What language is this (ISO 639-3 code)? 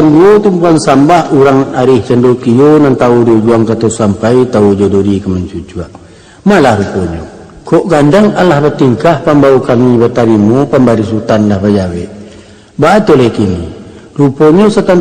min